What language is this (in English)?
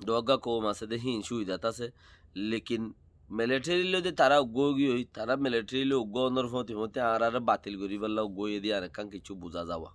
Rohingya